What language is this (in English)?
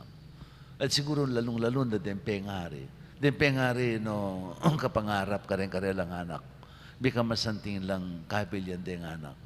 Pampanga